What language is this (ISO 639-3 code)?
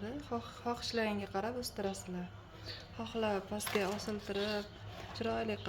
uzb